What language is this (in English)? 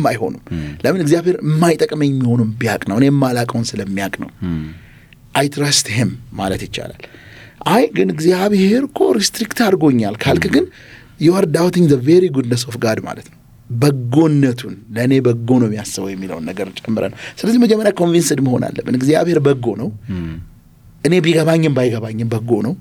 Amharic